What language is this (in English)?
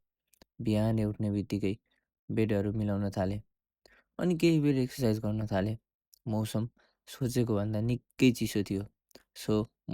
Nepali